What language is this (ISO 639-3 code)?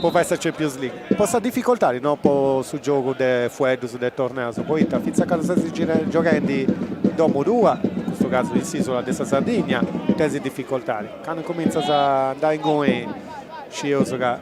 srd